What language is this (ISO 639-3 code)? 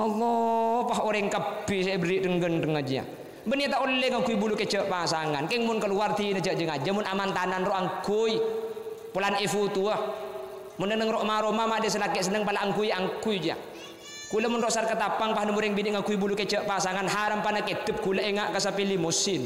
mad